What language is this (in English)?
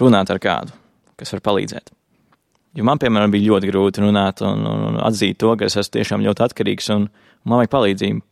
Latvian